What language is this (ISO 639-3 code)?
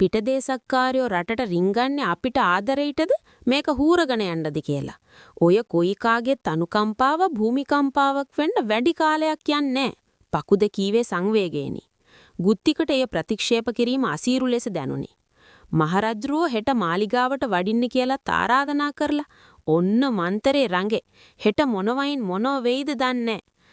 sin